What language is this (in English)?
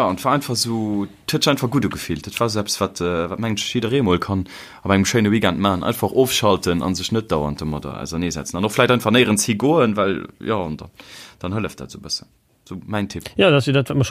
Luxembourgish